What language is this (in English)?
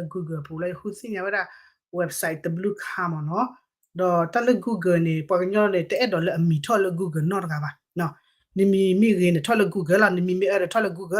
S'gaw Karen